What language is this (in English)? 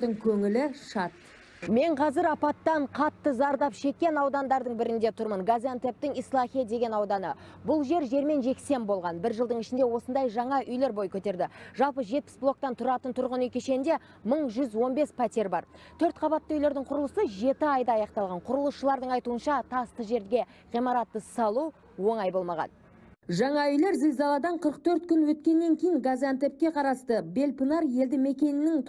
Kazakh